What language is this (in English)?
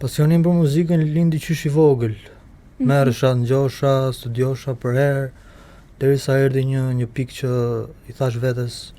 Albanian